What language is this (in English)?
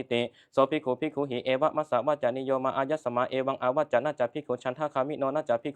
Pali